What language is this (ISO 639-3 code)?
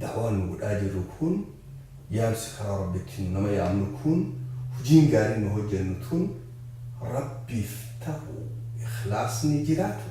orm